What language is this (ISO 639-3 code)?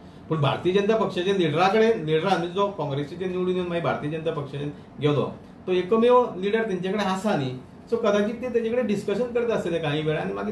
kok